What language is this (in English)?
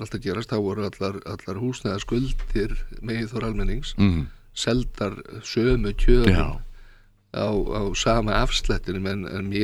Icelandic